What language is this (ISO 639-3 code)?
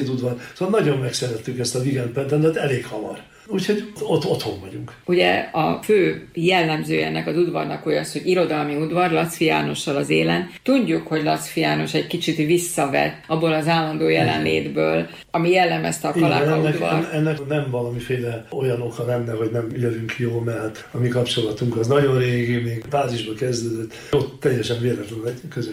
hun